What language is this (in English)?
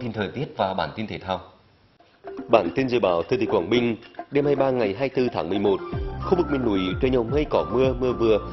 Vietnamese